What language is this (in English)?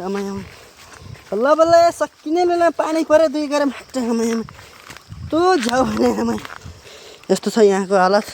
Nepali